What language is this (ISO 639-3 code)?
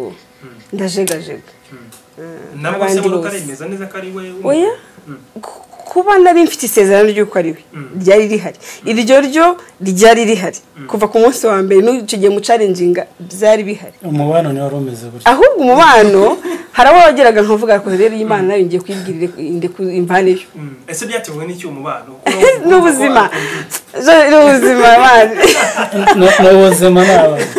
kin